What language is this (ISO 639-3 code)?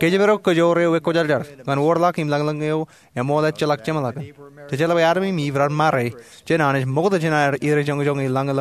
mah